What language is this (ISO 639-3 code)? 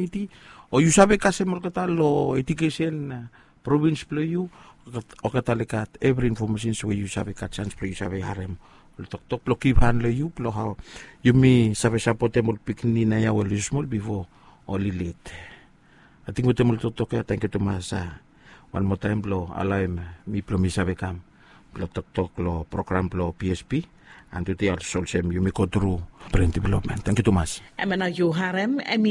bis